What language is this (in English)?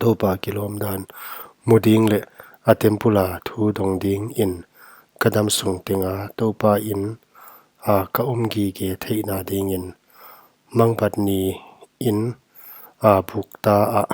Paite Chin